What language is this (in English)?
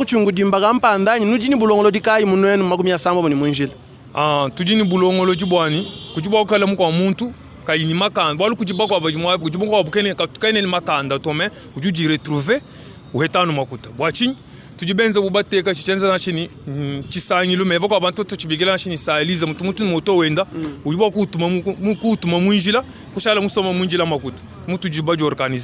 Luba-Lulua